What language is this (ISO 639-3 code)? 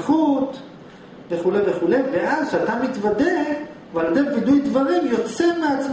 heb